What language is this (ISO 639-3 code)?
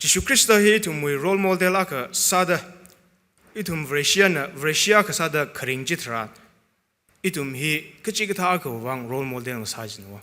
nmf